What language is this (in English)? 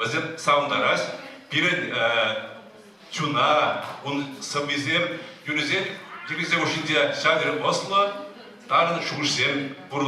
Chuvash